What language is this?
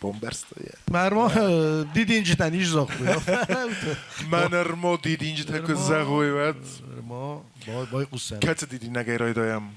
Ossetic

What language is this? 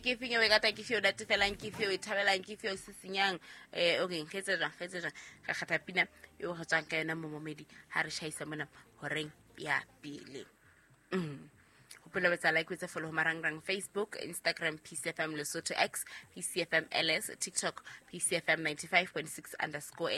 Southern Sotho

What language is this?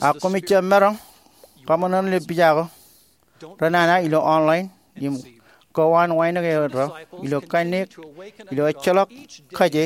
Marshallese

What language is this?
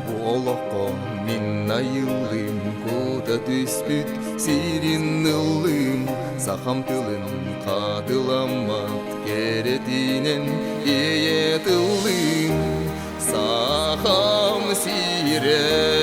Yakut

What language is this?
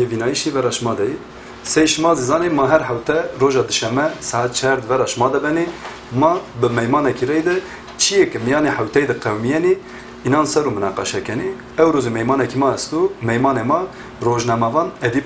Zaza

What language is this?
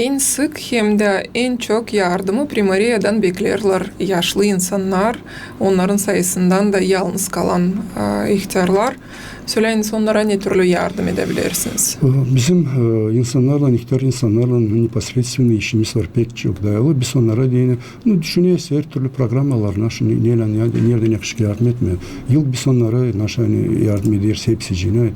Gagauz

